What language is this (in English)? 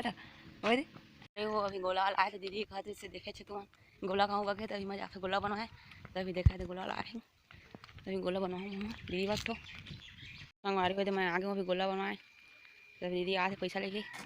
Chhattisgarhi